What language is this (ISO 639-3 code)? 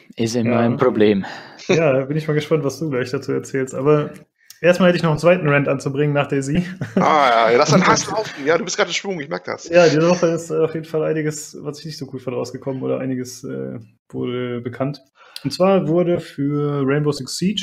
deu